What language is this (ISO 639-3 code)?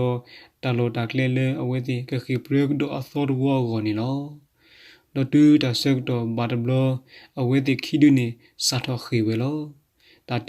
ksw